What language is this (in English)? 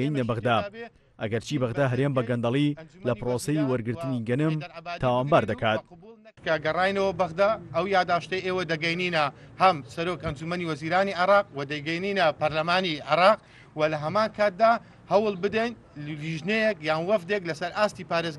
Central Kurdish